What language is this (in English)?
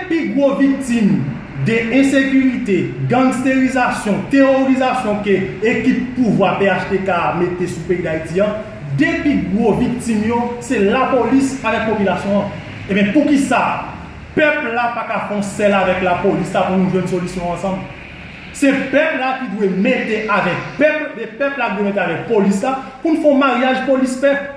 Haitian Creole